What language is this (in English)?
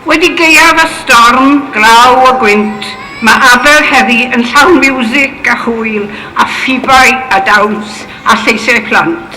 Welsh